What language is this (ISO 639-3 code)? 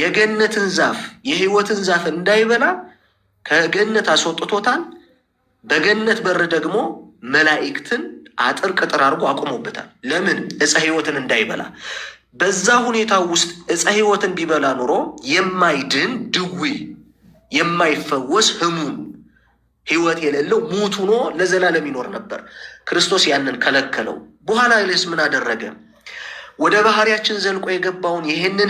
amh